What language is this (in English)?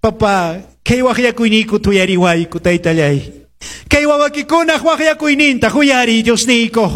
Quechua